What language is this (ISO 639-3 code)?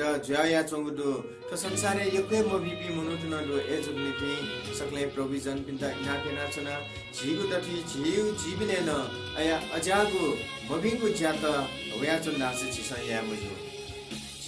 new